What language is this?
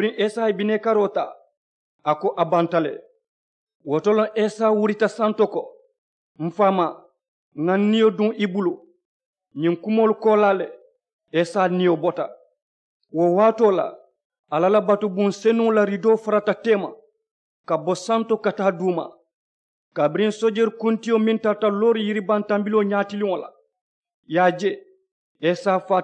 Mandingo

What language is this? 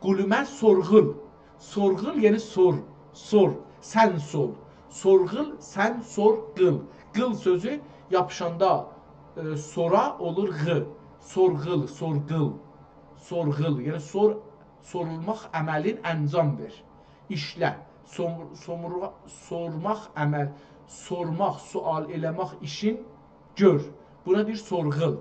South Azerbaijani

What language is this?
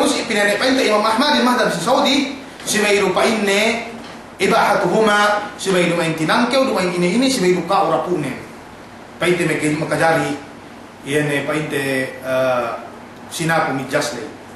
Yakan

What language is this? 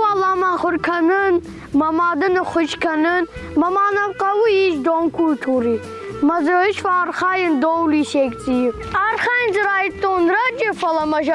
Ossetic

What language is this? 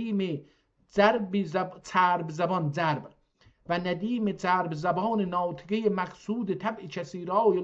South Azerbaijani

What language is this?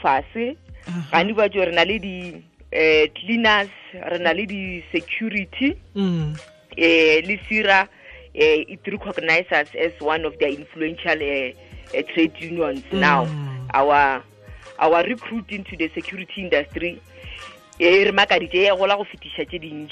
Tswana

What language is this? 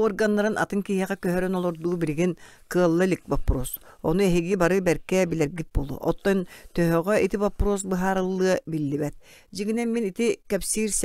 Yakut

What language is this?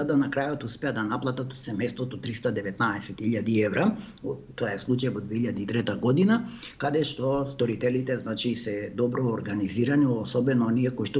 Macedonian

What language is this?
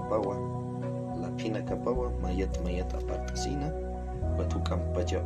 Aymara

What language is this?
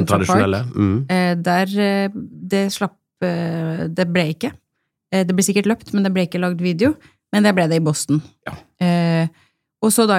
Norwegian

